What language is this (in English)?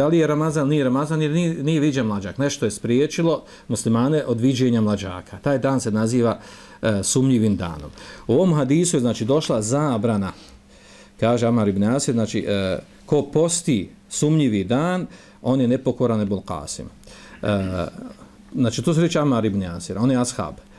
Bosnian